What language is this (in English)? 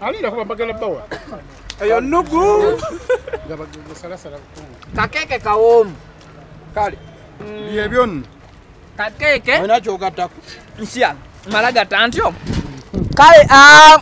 Ganda